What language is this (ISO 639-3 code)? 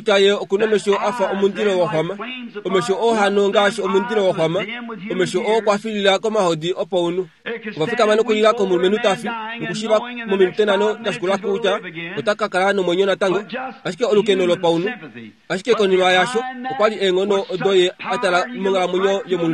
kua